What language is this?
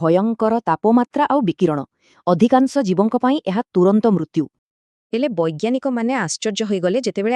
Odia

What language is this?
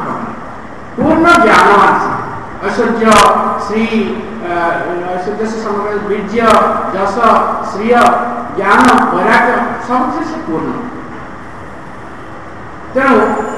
Odia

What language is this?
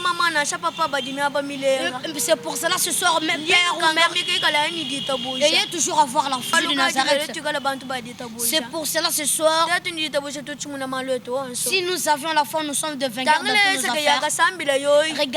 Luba-Lulua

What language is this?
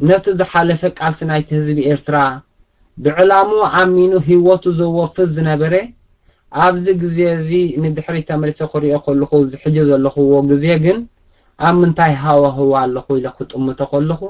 Tigrinya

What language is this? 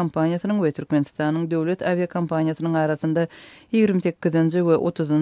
Turkmen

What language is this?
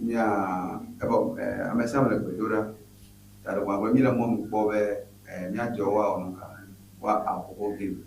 Ewe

